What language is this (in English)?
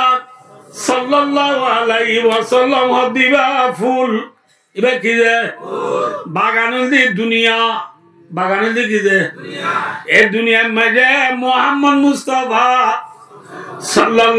Rohingya